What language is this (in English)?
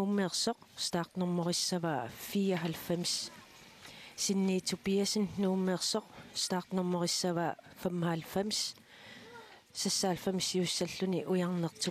Kalaallisut